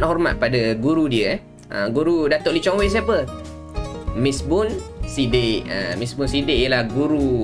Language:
Malay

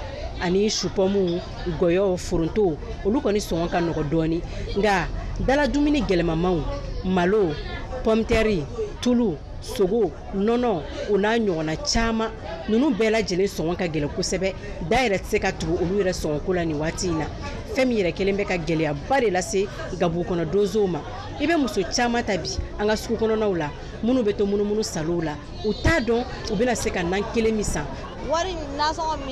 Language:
Bambara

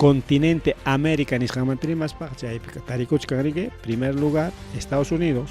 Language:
Ayacucho Quechua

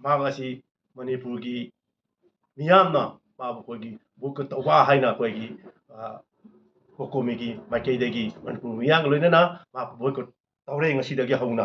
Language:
Manipuri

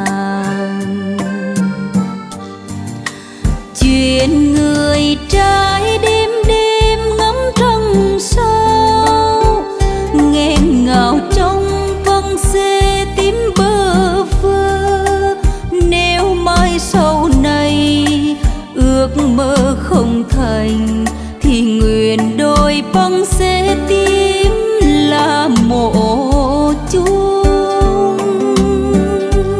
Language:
Vietnamese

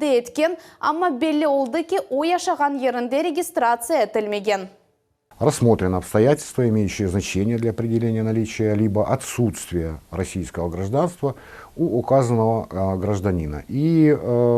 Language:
Crimean Tatar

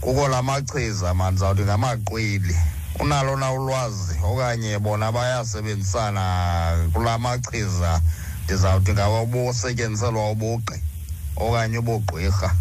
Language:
Xhosa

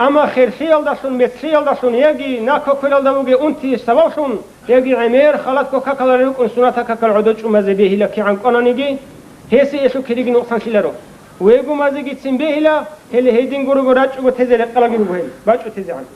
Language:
Avaric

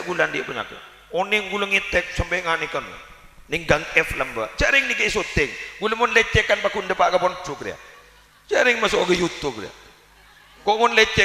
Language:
Madurese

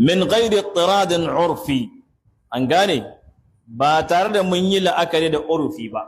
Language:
Hausa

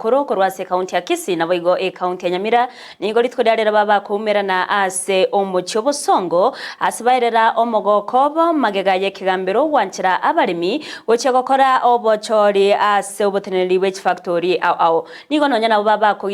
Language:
Gusii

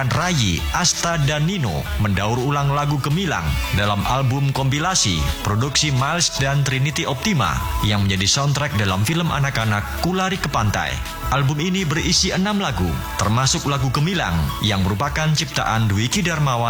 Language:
Indonesian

